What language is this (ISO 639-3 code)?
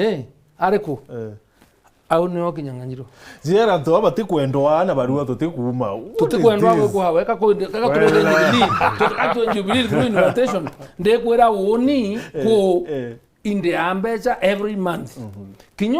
mer